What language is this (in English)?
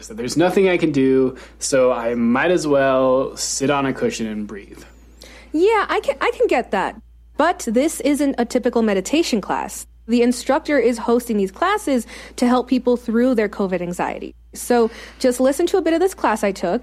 English